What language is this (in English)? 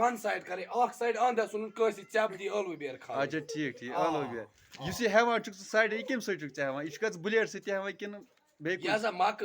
Kashmiri